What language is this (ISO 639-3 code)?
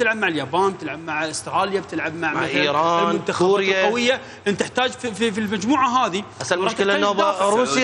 acm